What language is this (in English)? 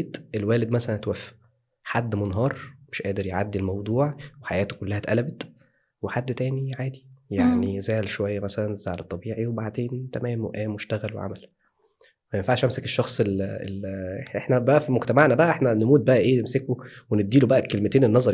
Egyptian Arabic